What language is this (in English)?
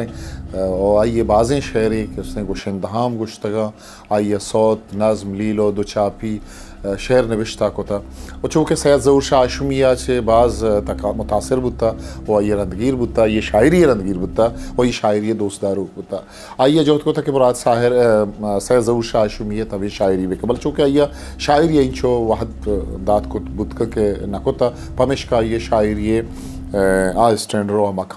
Eastern Balochi